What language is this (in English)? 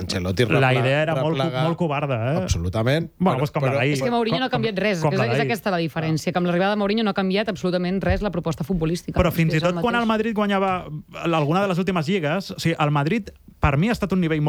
Catalan